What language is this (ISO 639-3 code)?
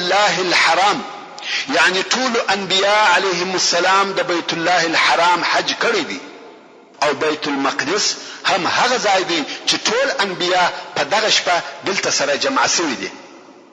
pus